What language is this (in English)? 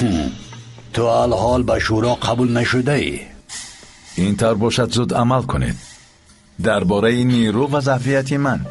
Persian